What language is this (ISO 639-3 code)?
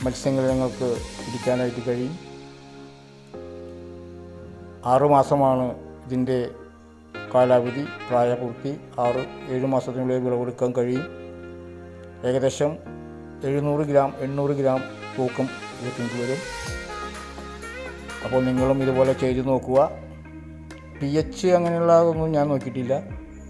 mal